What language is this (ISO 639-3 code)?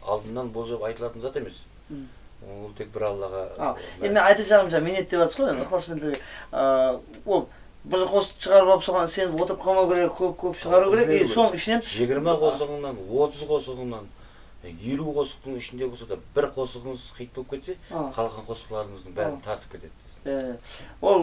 kaa